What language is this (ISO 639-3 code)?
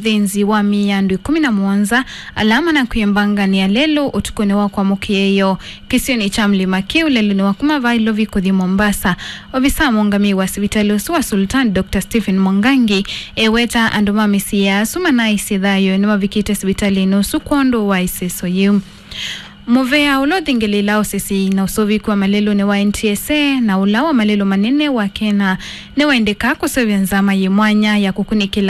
kam